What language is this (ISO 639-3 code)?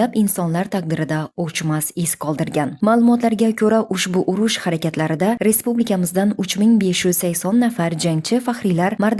uzb